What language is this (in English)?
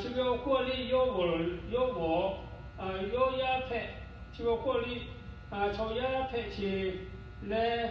Lahu